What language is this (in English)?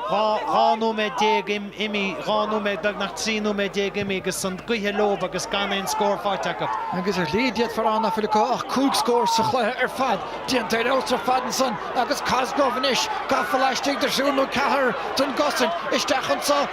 Irish